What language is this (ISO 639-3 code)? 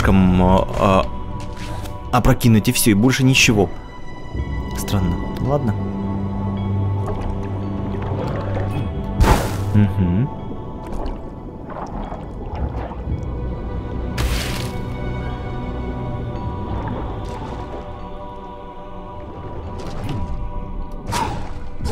rus